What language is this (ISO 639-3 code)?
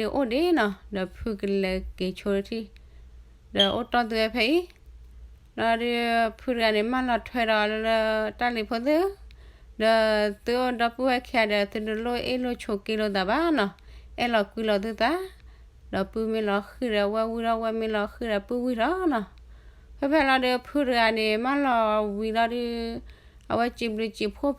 ksw